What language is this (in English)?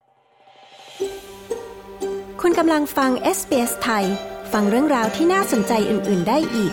Thai